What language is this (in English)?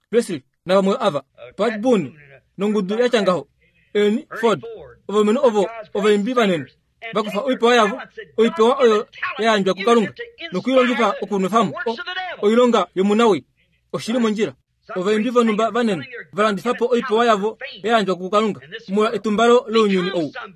Kuanyama